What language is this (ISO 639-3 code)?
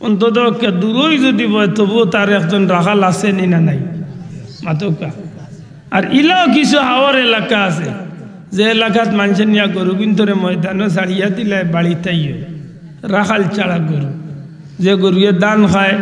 syl